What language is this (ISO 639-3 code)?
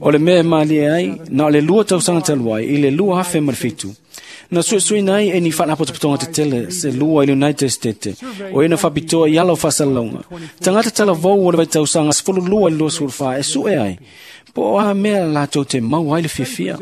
smo